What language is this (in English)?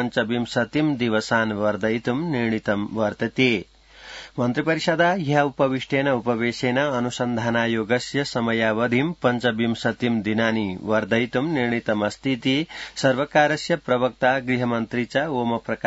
Sanskrit